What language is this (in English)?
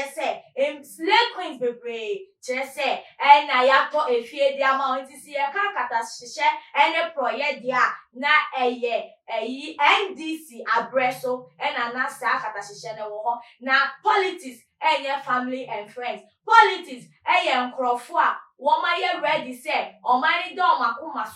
Akan